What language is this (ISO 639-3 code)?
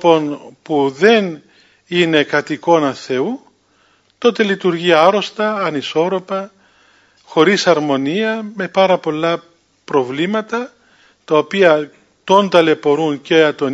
ell